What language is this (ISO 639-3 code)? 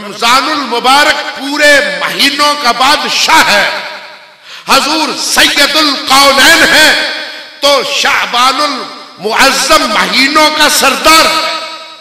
urd